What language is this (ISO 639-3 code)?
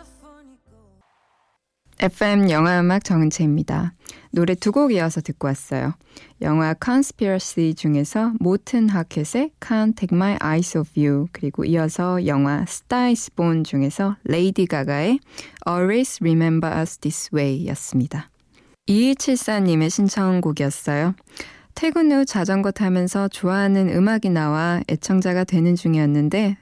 kor